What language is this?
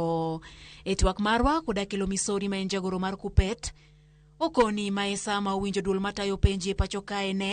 Luo (Kenya and Tanzania)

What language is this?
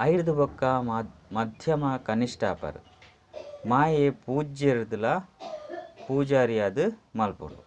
Tulu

